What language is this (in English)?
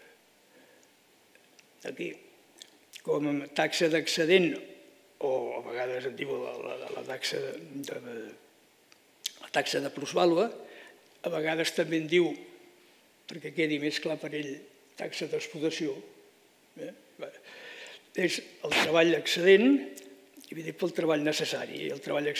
Catalan